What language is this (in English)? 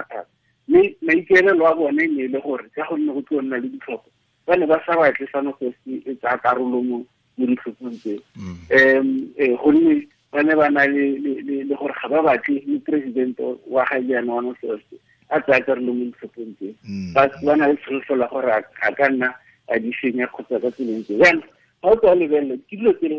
Tswana